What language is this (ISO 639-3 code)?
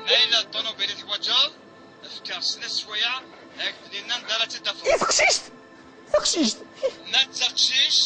kab